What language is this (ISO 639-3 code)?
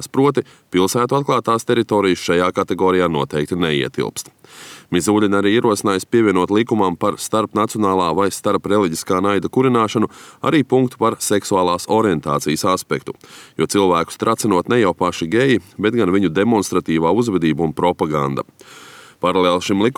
lav